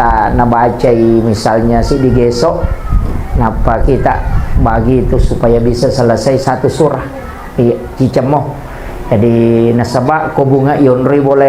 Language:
Buginese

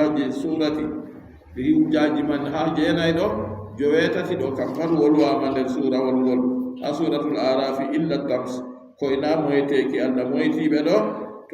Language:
Adamawa Fulfulde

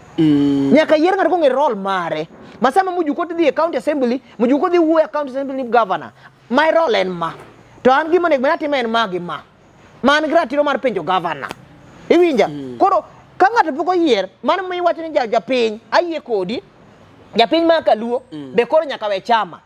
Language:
Luo (Kenya and Tanzania)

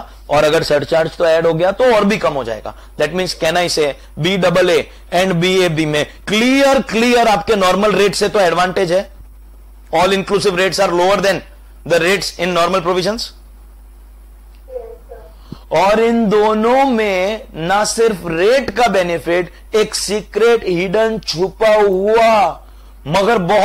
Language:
Hindi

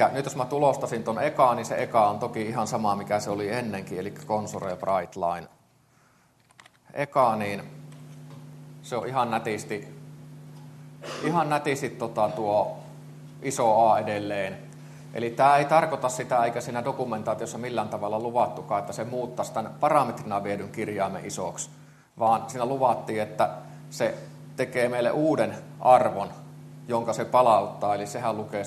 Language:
Finnish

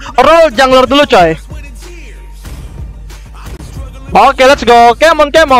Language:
Indonesian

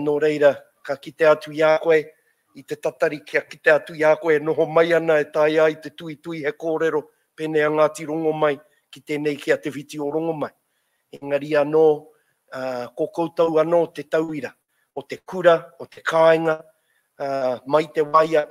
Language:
Māori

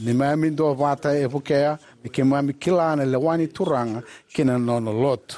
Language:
Fijian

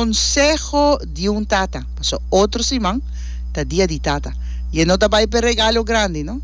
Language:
Papiamento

